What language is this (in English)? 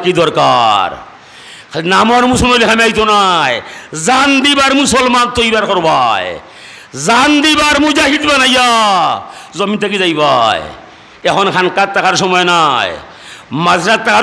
Sylheti